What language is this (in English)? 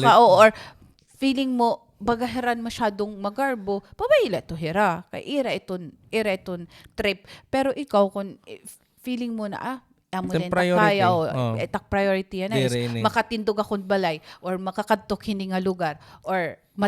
Waray